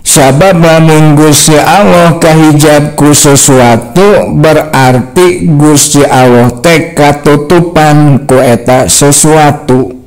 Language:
Sundanese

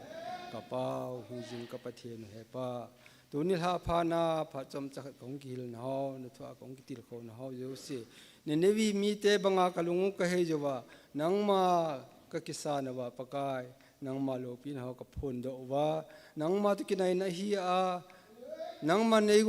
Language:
Thado Chin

